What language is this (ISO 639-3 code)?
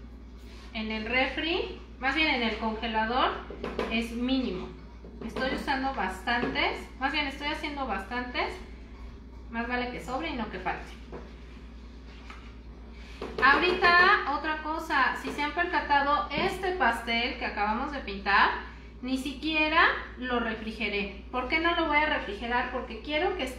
spa